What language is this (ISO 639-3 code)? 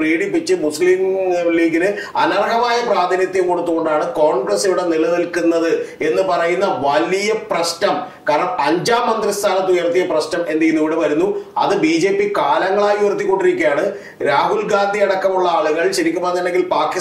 mal